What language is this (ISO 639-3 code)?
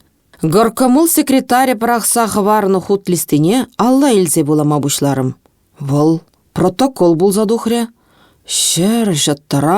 chv